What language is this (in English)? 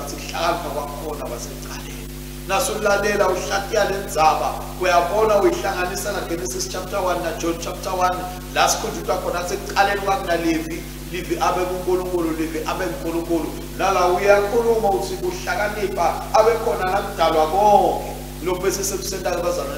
Swati